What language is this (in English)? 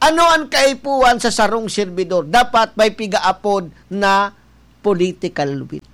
Bikol